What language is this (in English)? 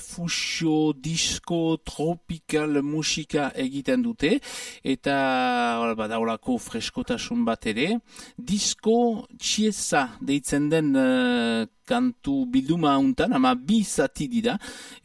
Basque